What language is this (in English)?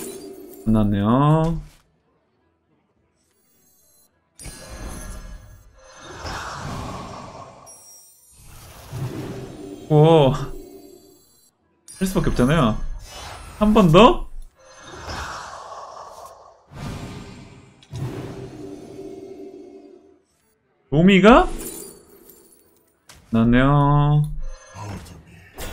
Korean